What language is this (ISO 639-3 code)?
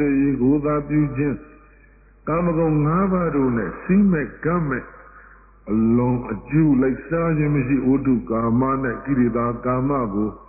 mya